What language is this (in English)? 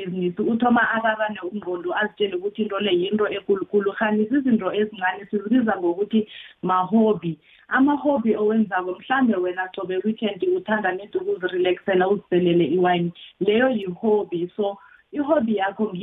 South Ndebele